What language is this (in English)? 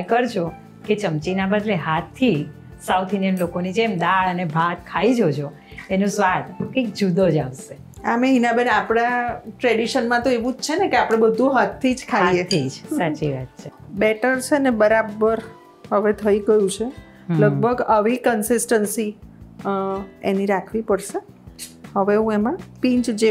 Gujarati